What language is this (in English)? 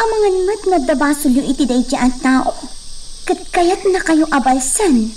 Iloko